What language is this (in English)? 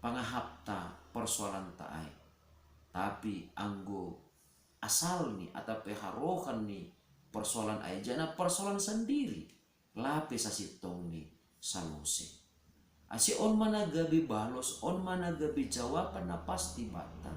Batak Simalungun